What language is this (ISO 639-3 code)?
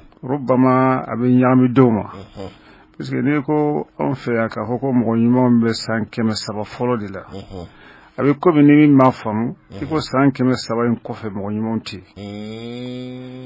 bam